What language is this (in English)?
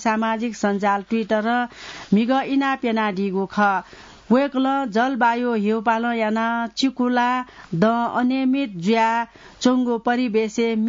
Newari